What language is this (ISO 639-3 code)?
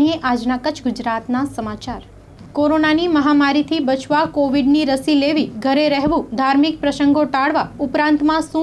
guj